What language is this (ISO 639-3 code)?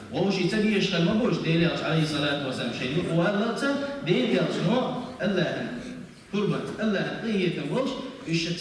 che